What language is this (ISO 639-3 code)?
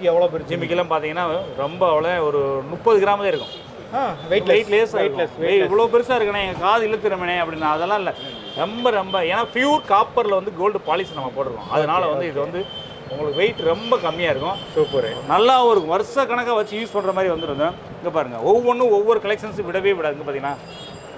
tam